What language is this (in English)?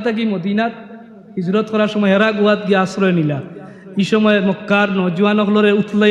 Sylheti